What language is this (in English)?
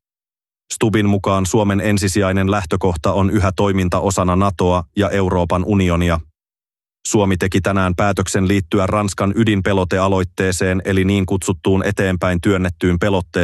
Finnish